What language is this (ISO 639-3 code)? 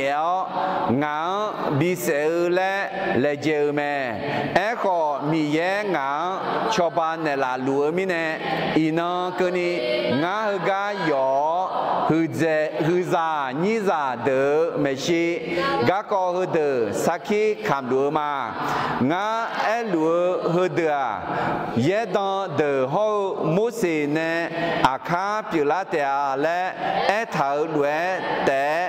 ahk